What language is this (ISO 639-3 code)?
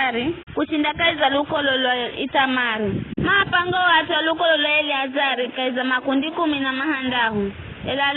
nyf